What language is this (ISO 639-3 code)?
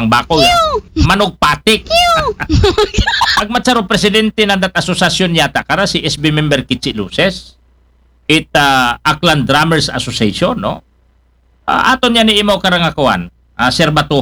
akl